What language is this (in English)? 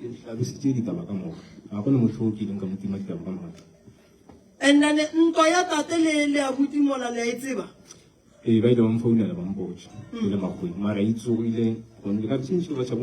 Northern Sotho